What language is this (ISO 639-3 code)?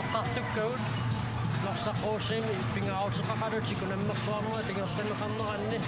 kal